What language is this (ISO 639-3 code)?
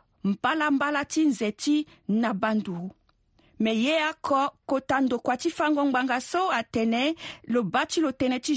sag